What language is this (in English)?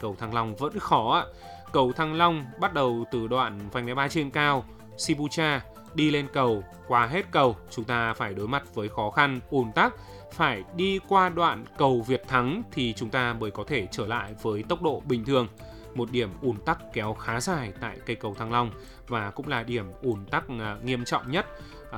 Vietnamese